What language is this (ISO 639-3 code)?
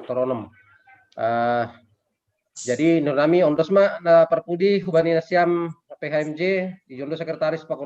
bts